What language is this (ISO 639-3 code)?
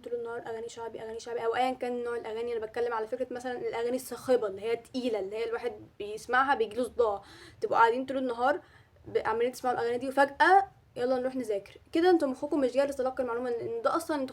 arz